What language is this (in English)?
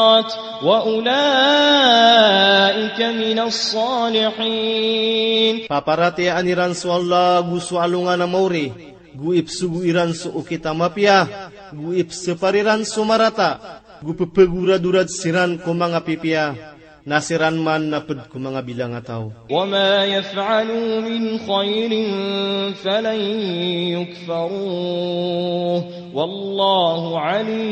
Maranao